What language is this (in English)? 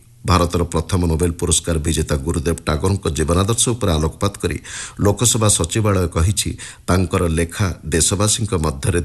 Odia